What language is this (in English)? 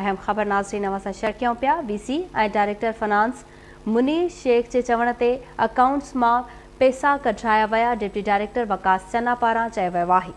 Sindhi